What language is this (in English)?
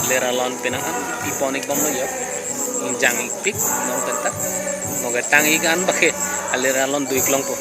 Karbi